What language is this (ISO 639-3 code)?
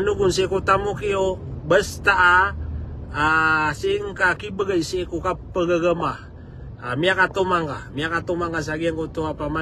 mrw